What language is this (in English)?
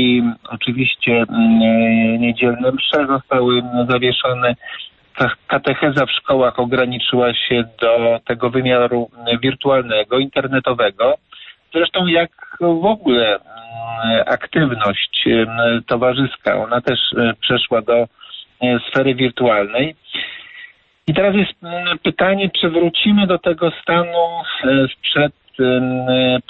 Polish